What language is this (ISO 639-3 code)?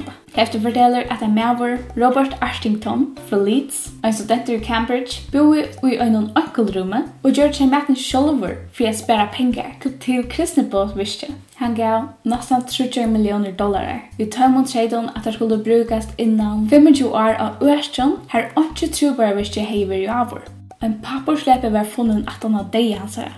fao